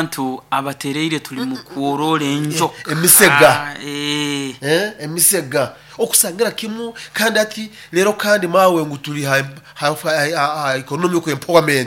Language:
Nyoro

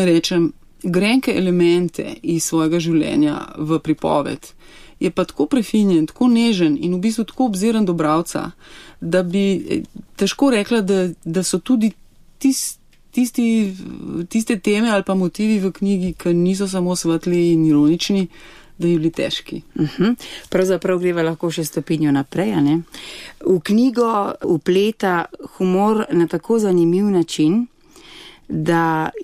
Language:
Slovenian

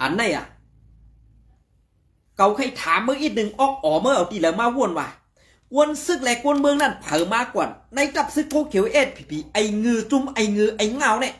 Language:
Shan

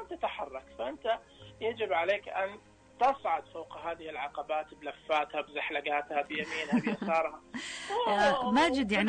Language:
Najdi Arabic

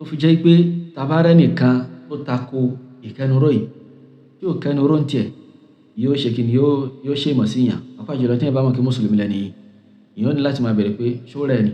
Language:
Yoruba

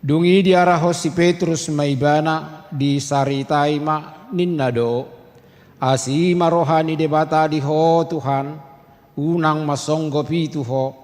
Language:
Batak Toba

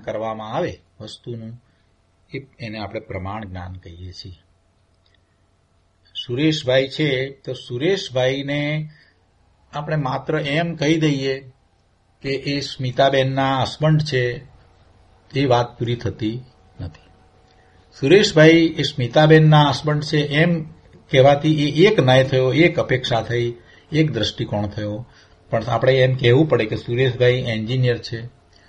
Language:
Gujarati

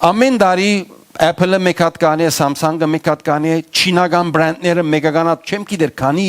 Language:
Western Armenian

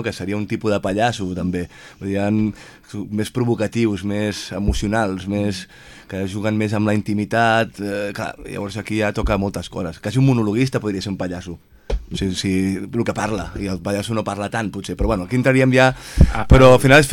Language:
Catalan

